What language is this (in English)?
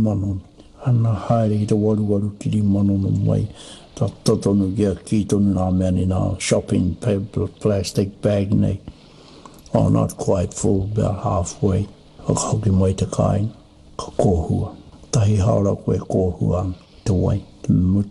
Māori